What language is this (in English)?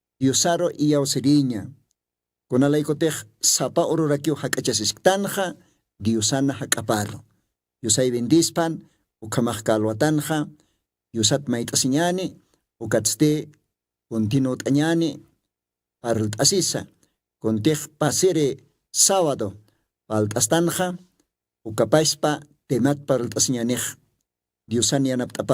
Aymara